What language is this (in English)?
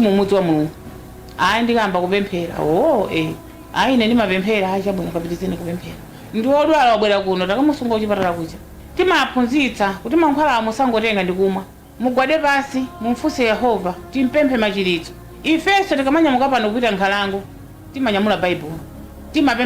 Nyanja